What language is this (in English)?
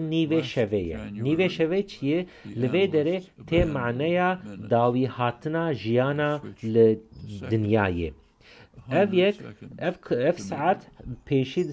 Kurdish